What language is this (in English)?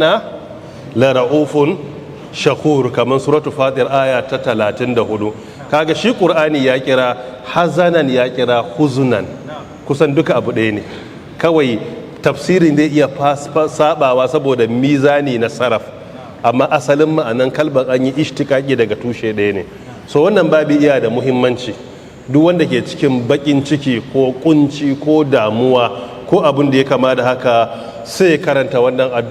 Hausa